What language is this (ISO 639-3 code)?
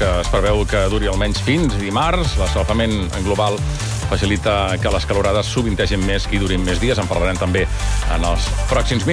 cat